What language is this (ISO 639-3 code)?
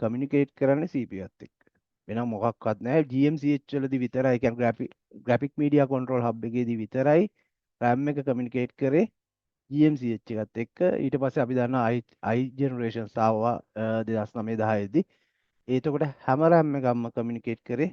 sin